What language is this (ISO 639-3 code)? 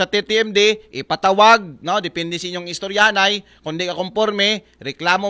akl